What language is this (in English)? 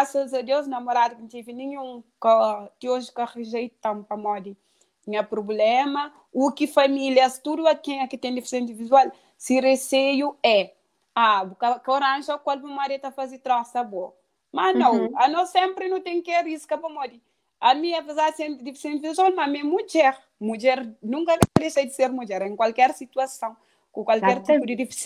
Kabuverdianu